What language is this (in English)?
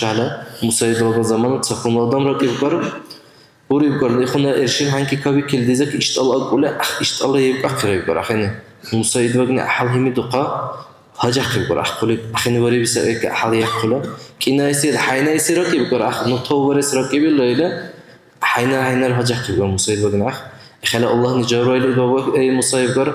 Dargwa